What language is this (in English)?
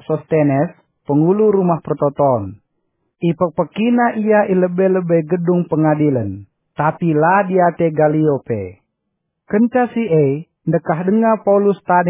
Batak Karo